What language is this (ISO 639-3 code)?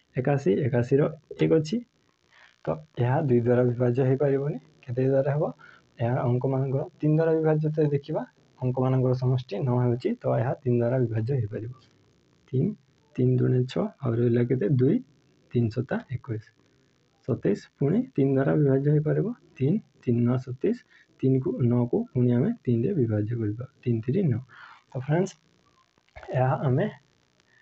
ori